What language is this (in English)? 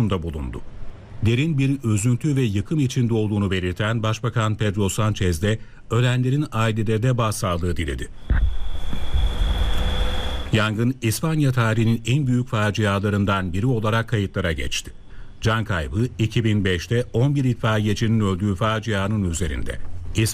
Turkish